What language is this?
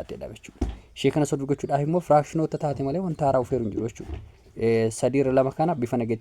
Oromo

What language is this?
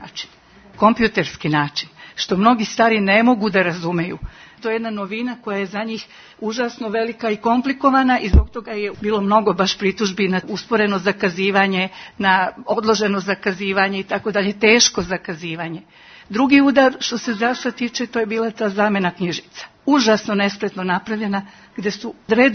Serbian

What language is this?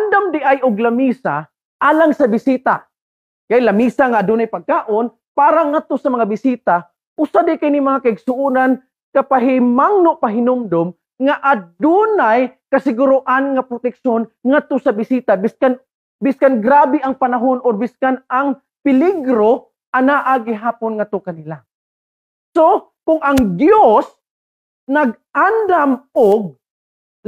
Cebuano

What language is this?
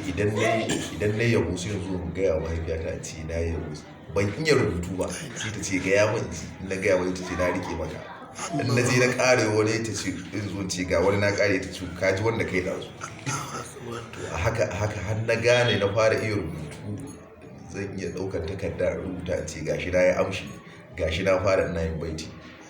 Hausa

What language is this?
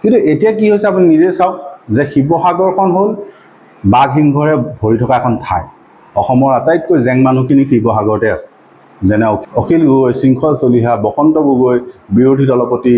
Assamese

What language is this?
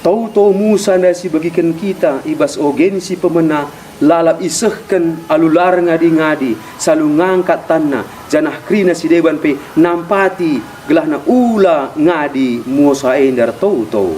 Batak Karo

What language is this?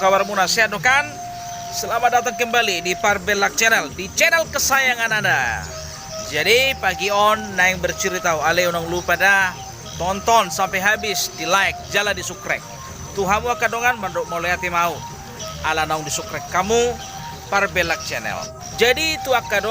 Batak Toba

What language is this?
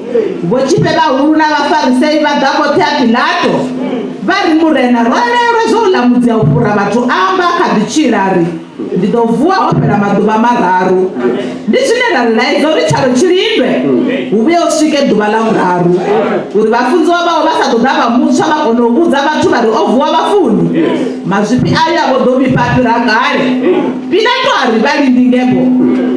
Venda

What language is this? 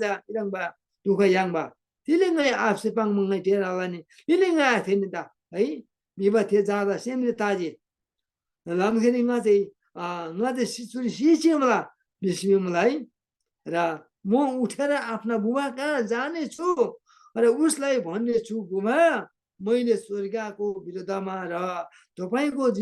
Eastern Tamang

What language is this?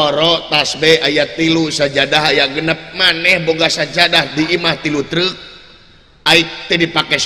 Sundanese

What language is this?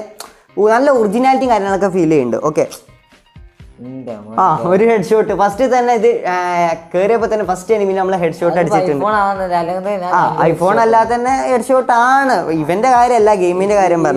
Malayalam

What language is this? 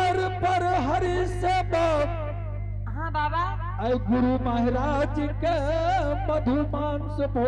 Angika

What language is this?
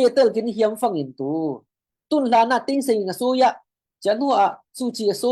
Falam Chin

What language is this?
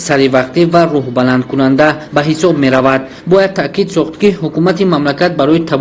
Tajik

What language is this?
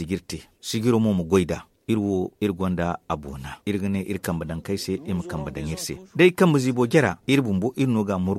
Zarma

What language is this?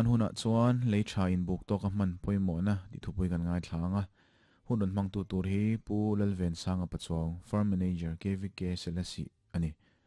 Mizo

